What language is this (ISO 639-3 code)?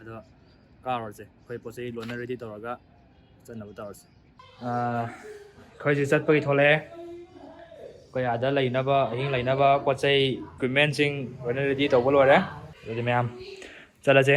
mni